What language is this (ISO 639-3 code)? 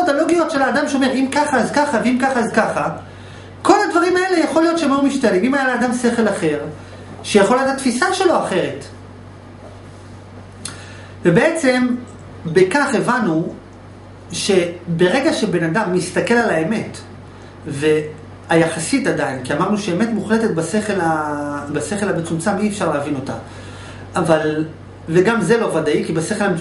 heb